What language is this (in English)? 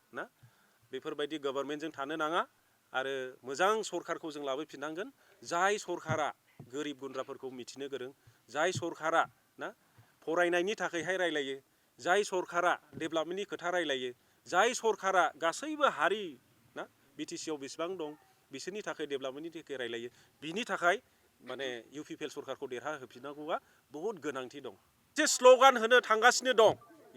Bodo